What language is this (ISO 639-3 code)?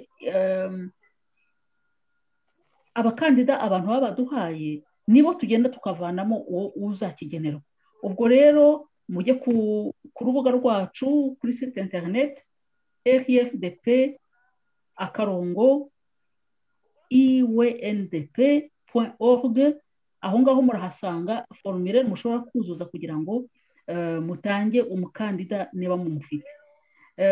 kin